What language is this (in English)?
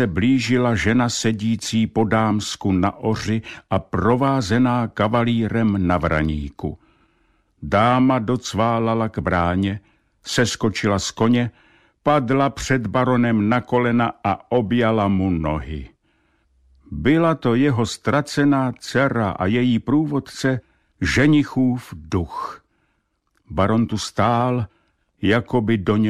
Czech